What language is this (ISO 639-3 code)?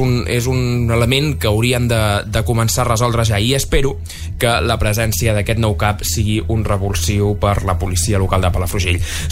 cat